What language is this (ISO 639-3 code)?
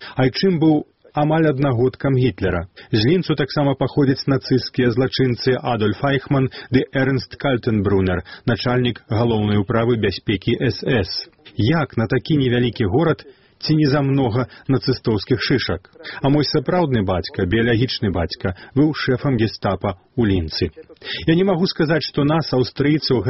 bel